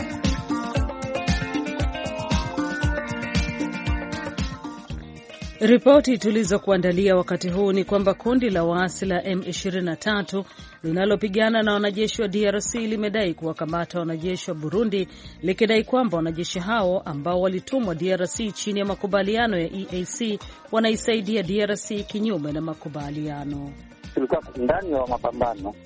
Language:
Swahili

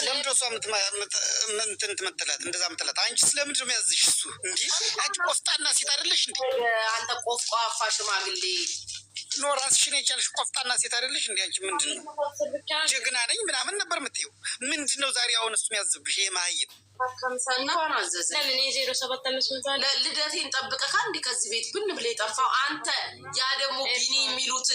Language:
Amharic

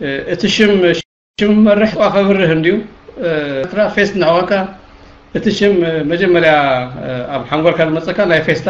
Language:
Tigrinya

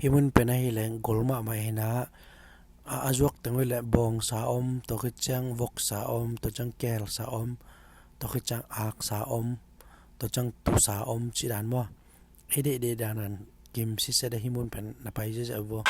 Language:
Tedim Chin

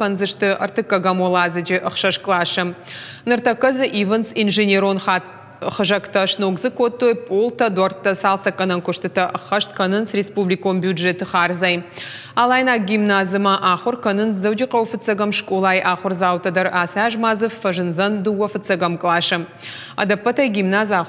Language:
Ossetic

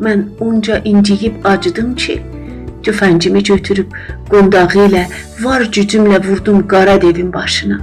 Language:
South Azerbaijani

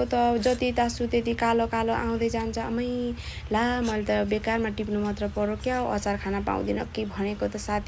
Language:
Nepali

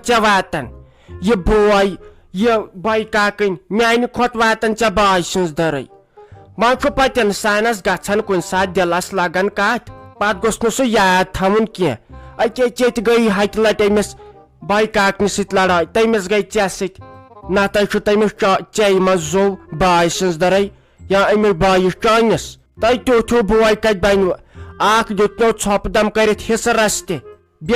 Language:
Kashmiri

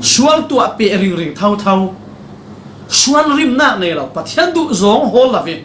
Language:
Falam Chin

